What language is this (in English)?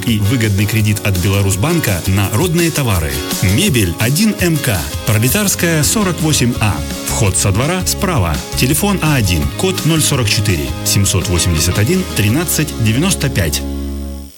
Russian